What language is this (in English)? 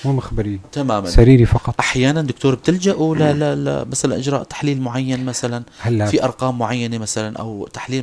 North Levantine Arabic